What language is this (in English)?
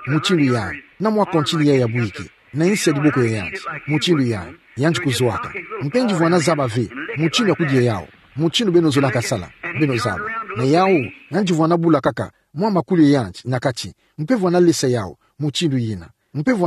Kituba (Democratic Republic of Congo)